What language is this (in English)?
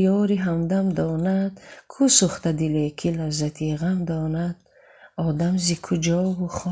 Tajik